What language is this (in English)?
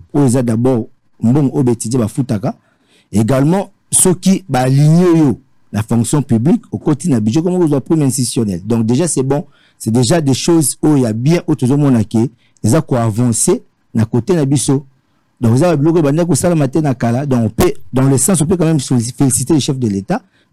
French